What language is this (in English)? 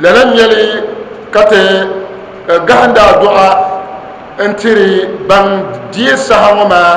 Dagbani